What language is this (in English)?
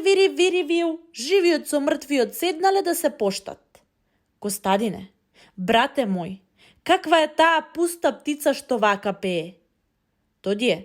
Macedonian